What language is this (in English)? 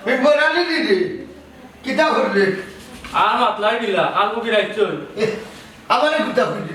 Sylheti